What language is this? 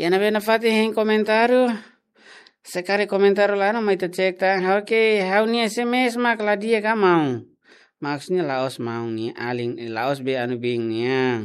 Tetum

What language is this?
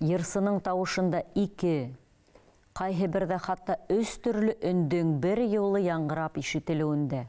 Bashkir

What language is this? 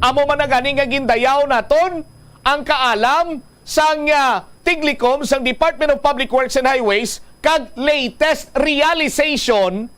Hiligaynon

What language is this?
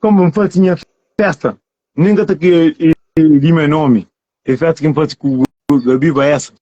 Kabuverdianu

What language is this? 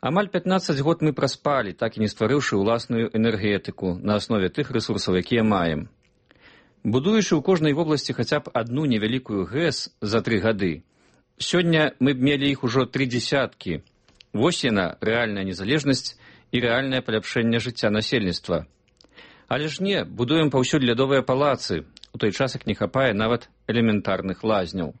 Belarusian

